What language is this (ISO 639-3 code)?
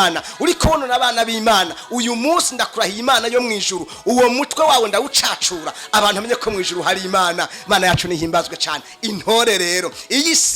run